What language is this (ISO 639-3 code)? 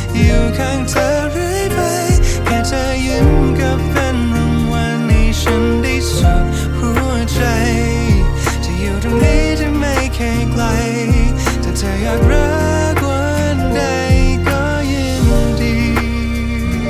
tha